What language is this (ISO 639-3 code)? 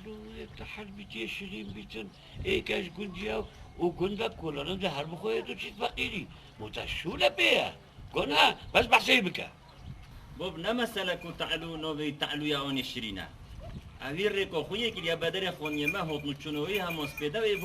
kur